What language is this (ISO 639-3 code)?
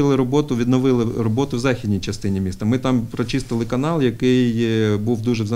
ukr